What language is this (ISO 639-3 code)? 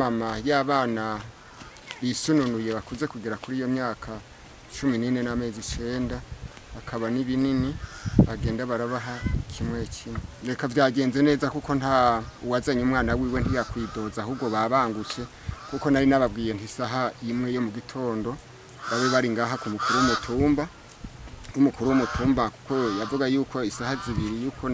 run